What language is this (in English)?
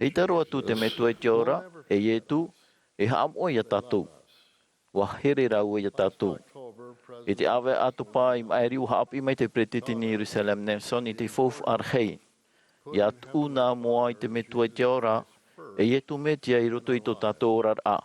Tahitian